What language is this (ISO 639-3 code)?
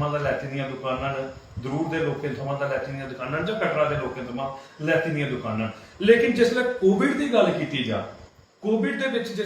doi